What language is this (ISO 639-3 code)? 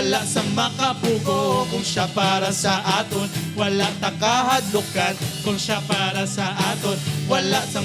hil